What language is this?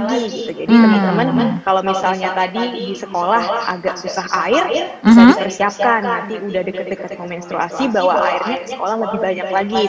Indonesian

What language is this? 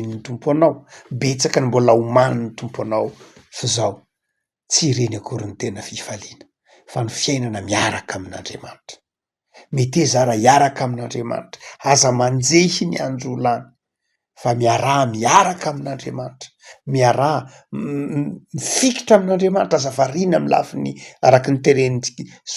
Malagasy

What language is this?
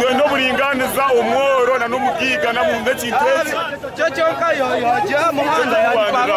Nyankole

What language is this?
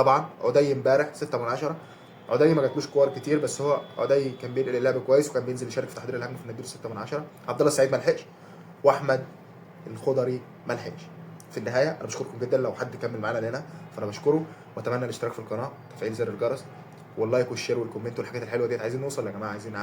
Egyptian Arabic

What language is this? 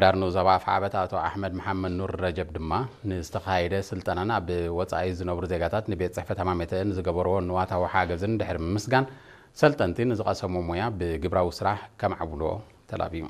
Tigrinya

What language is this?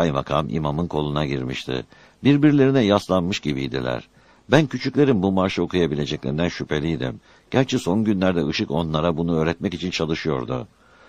Turkish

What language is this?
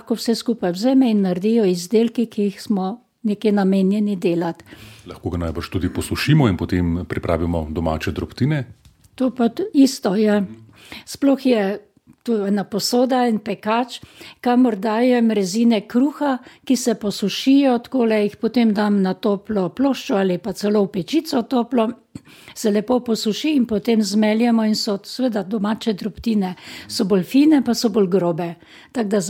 Slovenian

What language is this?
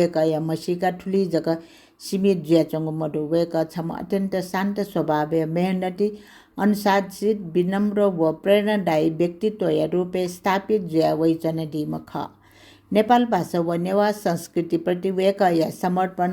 Newari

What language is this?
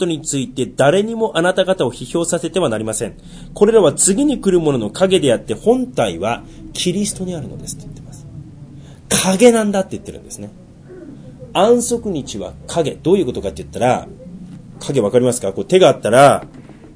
Japanese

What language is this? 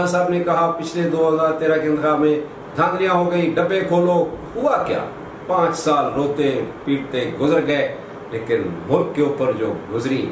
Urdu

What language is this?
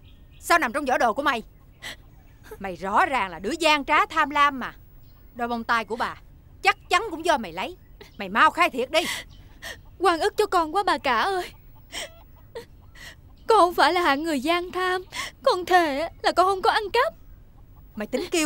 Vietnamese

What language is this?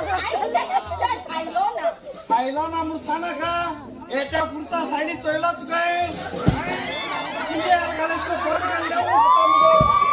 Konkani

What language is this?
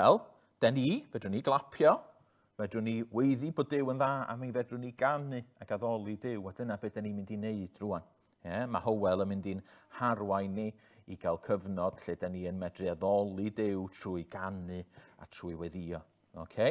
Welsh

